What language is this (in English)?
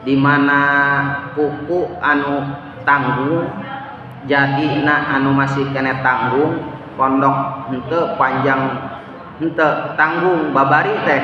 Sundanese